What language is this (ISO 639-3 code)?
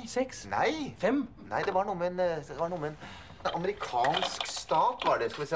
nor